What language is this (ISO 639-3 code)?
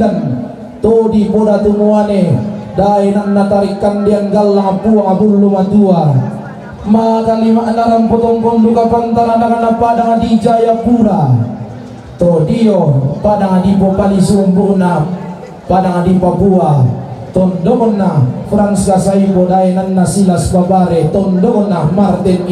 sda